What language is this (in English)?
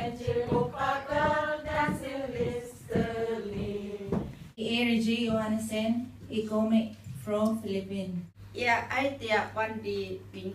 Faroese